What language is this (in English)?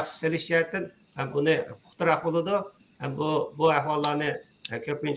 Uyghur